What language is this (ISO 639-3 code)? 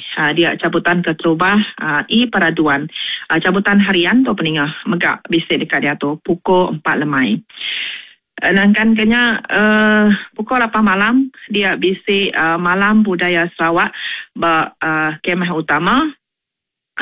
iba